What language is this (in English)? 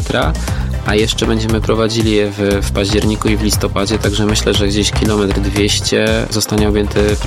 Polish